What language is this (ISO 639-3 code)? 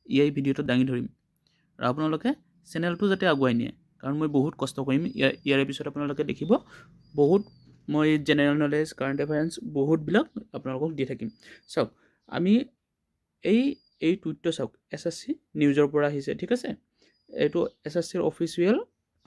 asm